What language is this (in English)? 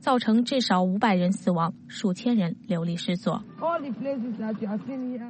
Chinese